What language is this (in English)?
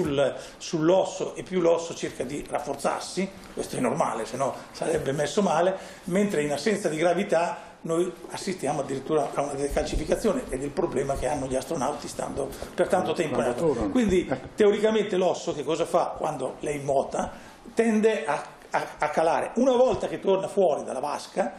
Italian